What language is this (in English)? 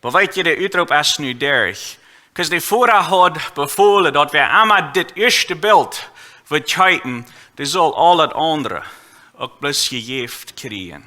Plautdietsch